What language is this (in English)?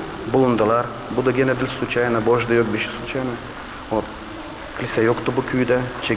Gagauz